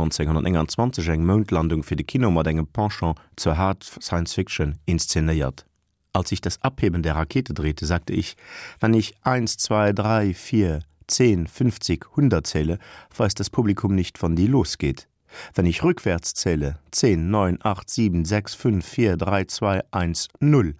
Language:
Luxembourgish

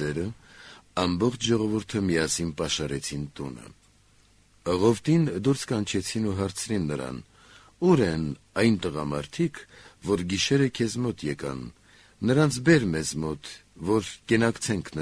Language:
Armenian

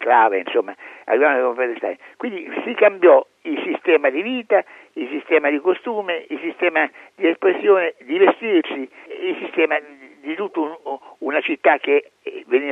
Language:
Italian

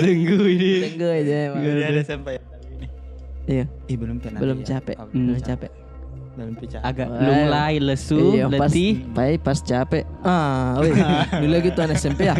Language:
Makassar Malay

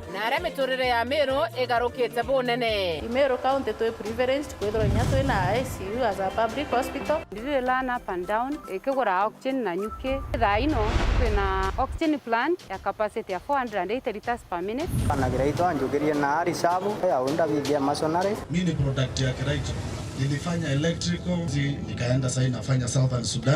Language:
Meru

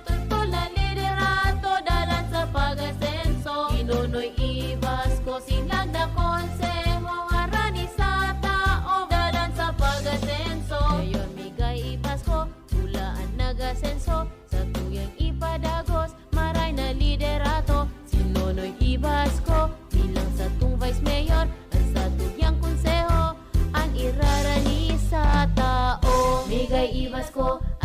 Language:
Bikol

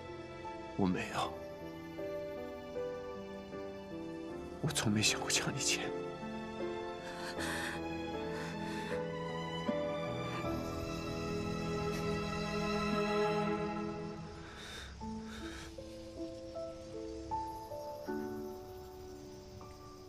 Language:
Chinese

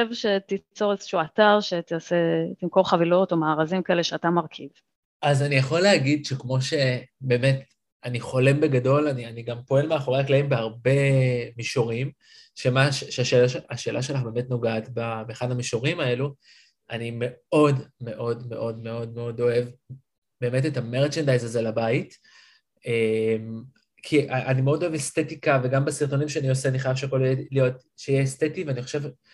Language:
Hebrew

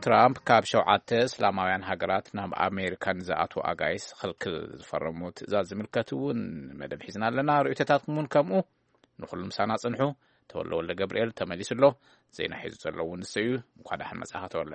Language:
Tigrinya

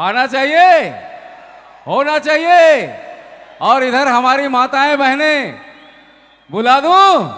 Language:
Sadri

